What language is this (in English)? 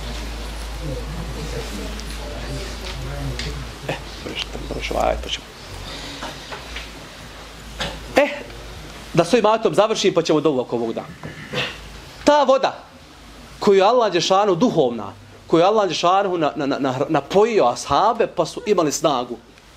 Bosnian